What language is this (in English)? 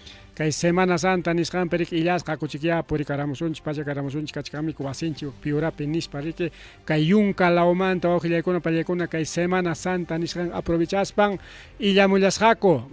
Ayacucho Quechua